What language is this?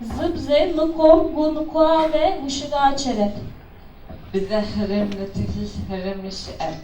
Adyghe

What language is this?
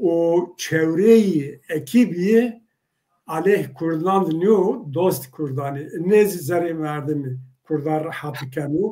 Zaza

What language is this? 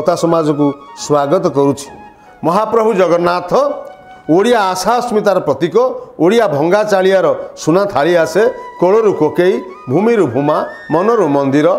Odia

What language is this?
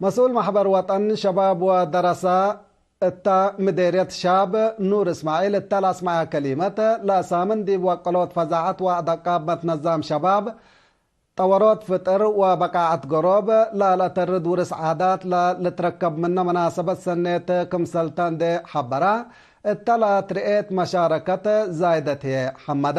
Tigre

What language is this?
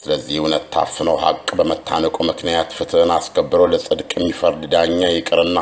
Amharic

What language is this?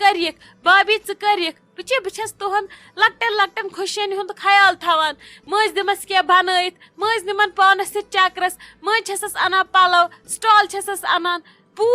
Kashmiri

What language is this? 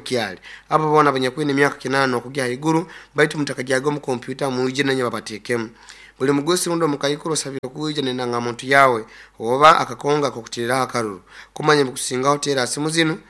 Nyoro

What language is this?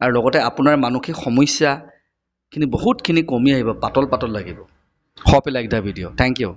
Assamese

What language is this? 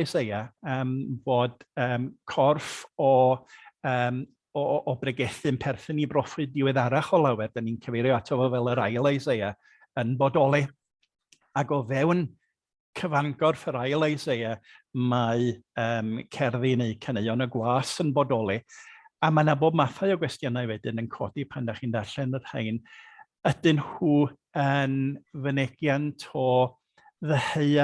Welsh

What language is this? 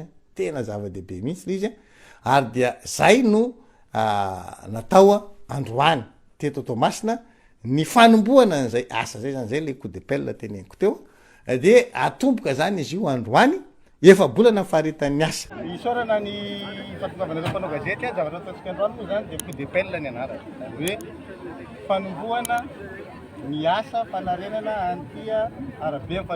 Malagasy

